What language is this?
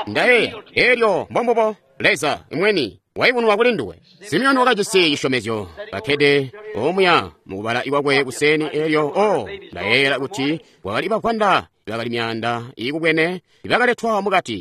Tonga (Zambia)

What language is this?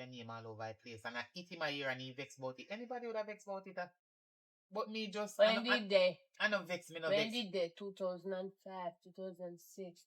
Jamaican Creole English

